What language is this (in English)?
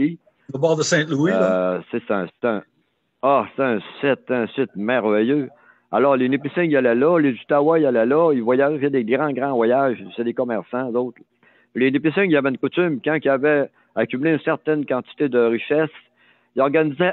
French